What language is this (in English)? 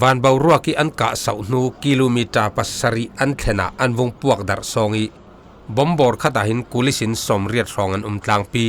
Falam Chin